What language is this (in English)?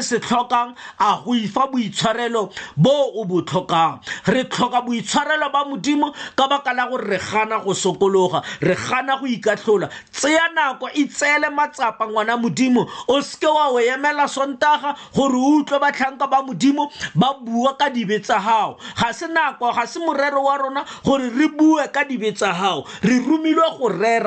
Tswana